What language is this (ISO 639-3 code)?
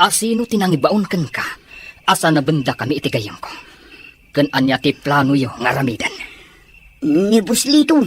ilo